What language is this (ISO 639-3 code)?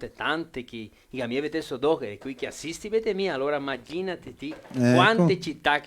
vec